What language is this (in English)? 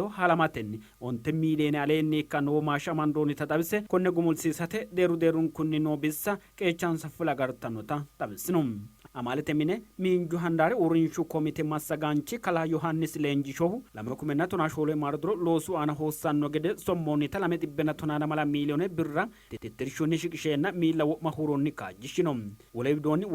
Sidamo